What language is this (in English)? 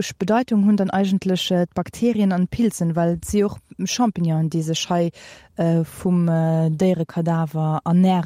Luxembourgish